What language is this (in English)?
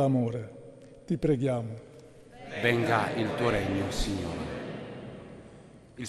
Italian